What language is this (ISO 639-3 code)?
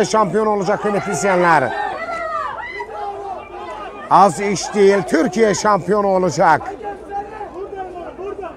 tur